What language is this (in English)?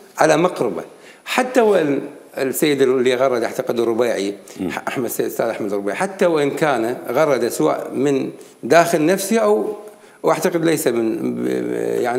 Mesopotamian Arabic